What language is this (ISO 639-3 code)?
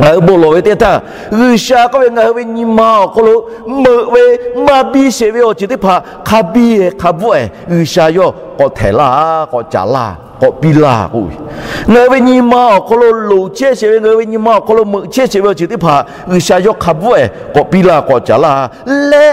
lhu